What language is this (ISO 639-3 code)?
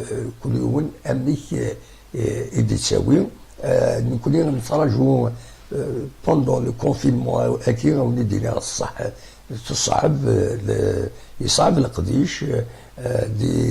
kab